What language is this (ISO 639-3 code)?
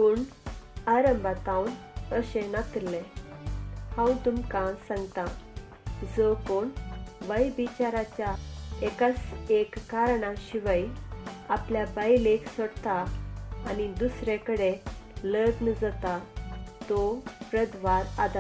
kok